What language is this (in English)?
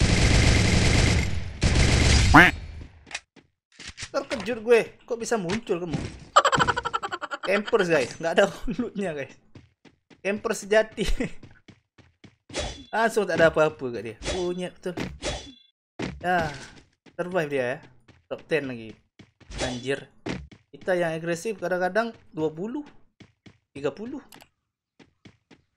Malay